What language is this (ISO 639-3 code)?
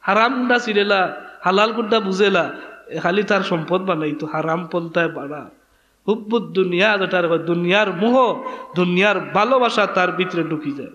syl